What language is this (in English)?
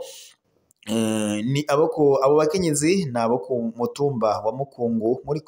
Rundi